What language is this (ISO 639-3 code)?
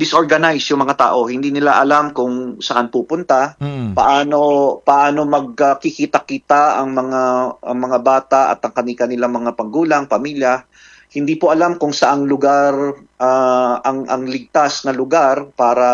fil